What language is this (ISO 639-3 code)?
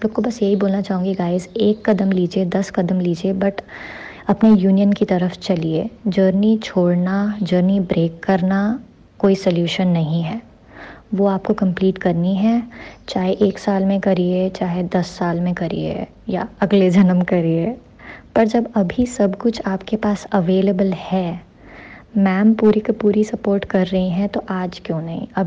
hin